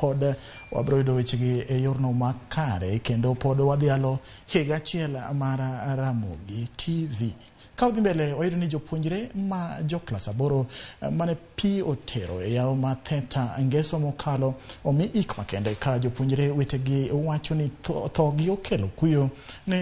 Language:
Luo (Kenya and Tanzania)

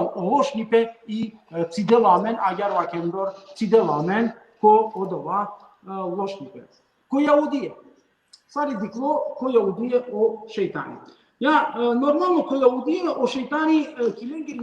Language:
Balkan Romani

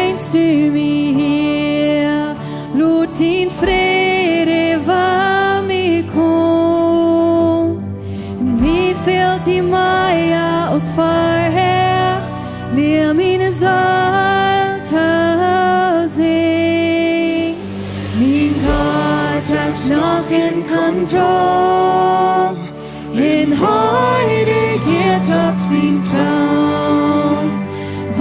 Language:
Plautdietsch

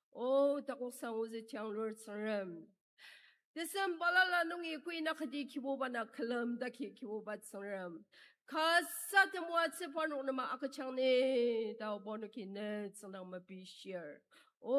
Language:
Ao Naga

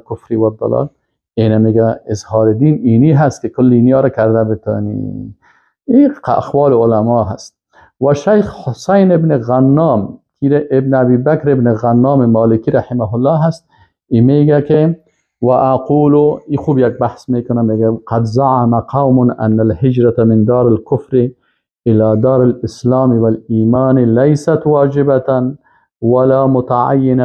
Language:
Persian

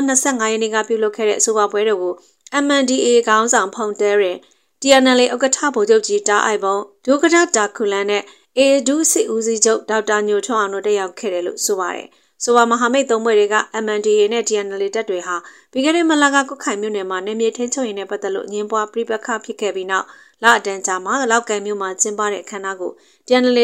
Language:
Burmese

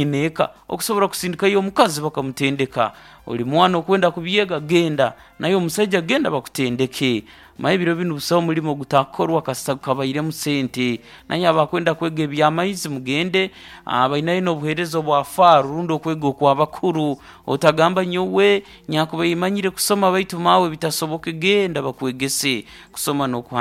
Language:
Nyankole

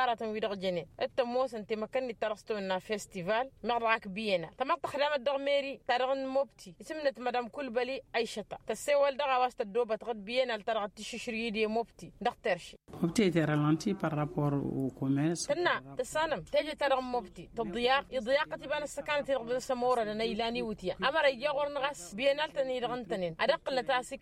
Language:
Tamasheq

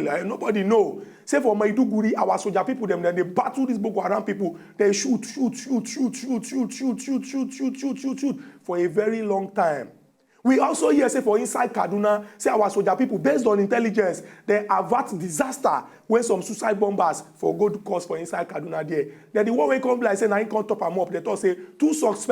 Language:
Nigerian Pidgin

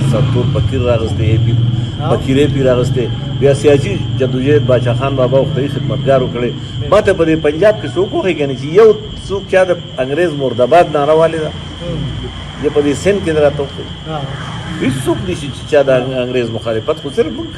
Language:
Pashto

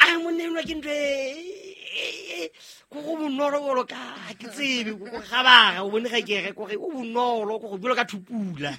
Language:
Southern Sotho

